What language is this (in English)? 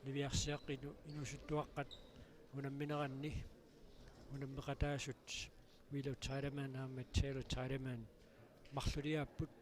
Kalaallisut